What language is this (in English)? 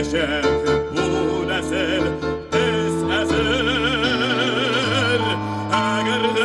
Tatar